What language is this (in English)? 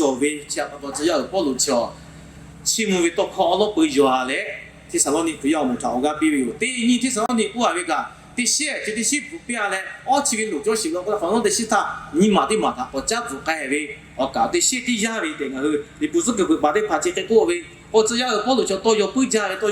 Lahu